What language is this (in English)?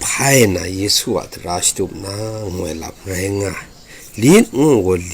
Kachin